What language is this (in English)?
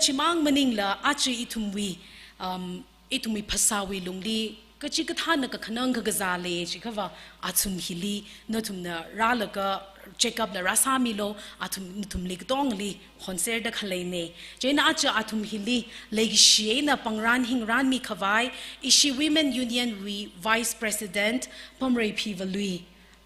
Tangkhul Naga (India)